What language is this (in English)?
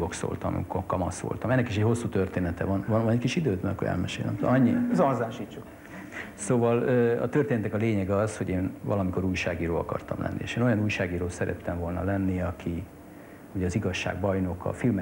Hungarian